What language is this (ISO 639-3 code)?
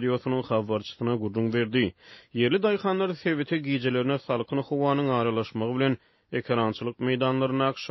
tuk